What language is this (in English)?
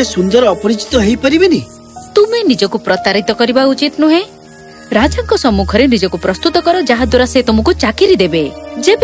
Odia